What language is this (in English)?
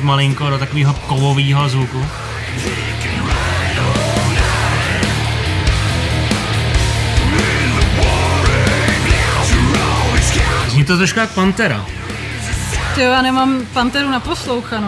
Czech